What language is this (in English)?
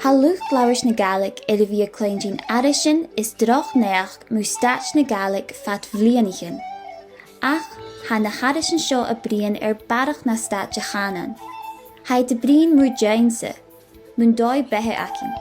Scottish Gaelic